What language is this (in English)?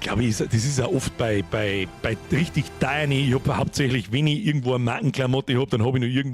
Bavarian